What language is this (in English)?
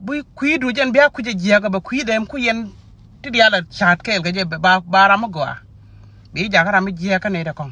Nuer